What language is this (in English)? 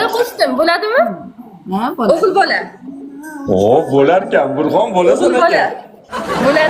Uzbek